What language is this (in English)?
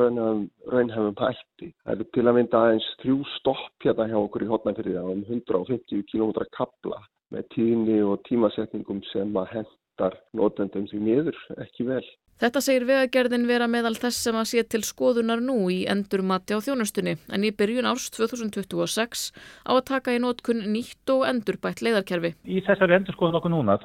Icelandic